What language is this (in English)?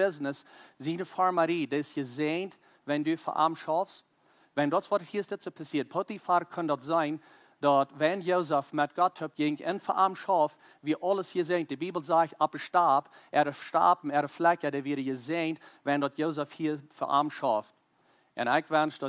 Plautdietsch